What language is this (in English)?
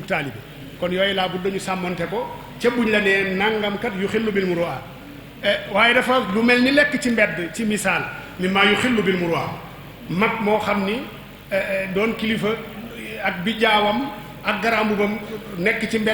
Wolof